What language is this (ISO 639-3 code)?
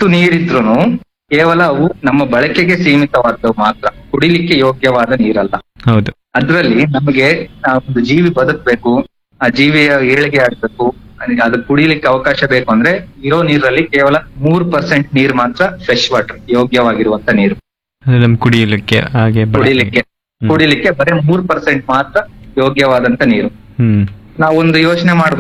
kan